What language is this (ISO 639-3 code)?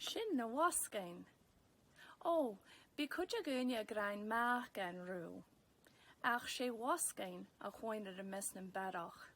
gla